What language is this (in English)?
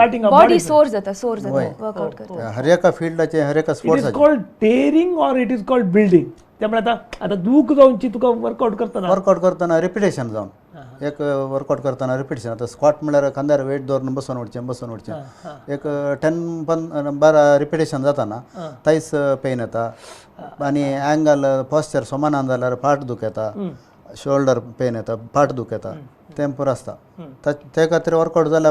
Konkani